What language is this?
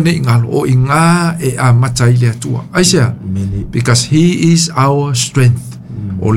Samoan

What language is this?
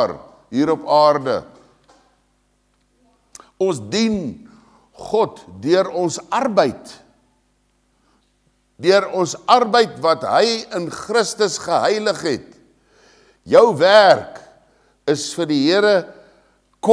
Afrikaans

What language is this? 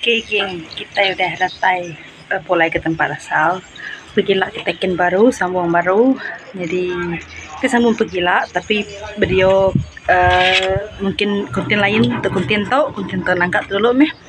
Iban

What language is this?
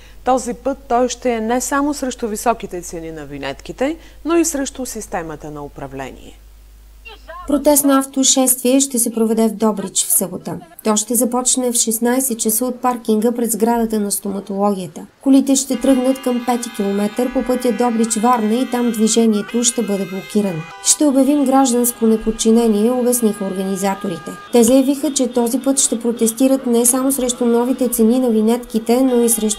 Bulgarian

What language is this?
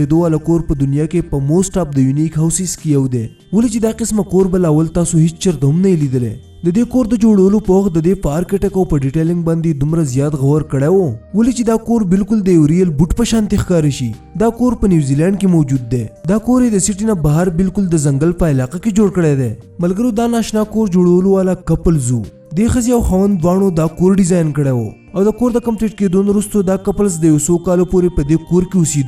Pashto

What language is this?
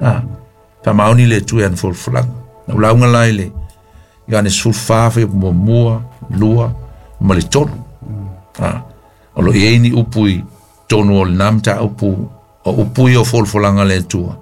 Samoan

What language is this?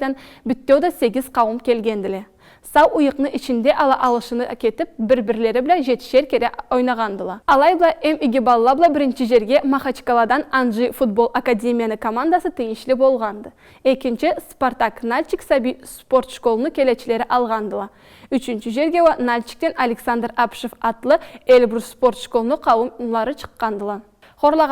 Karachay-Balkar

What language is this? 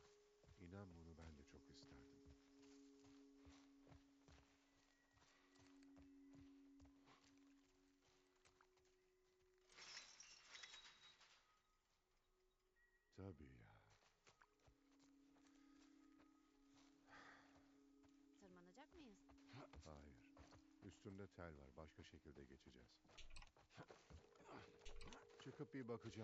Turkish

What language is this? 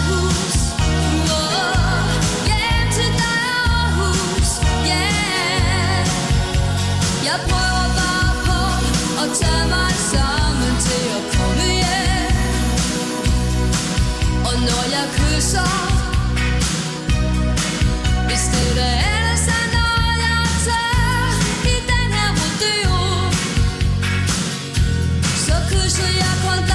Danish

